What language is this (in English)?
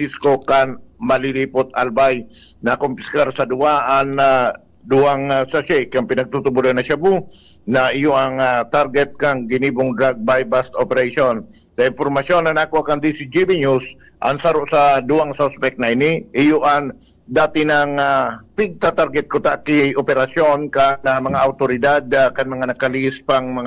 Bikol